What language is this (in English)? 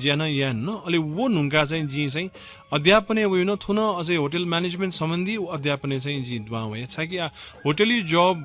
Newari